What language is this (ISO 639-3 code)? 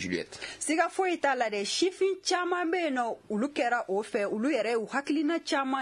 bam